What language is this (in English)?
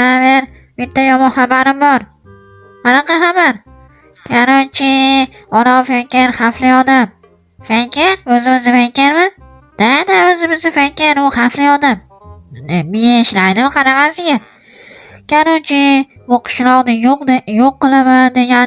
Uzbek